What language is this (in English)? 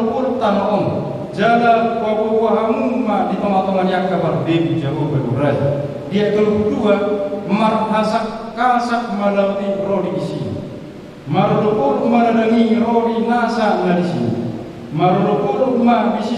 Batak Toba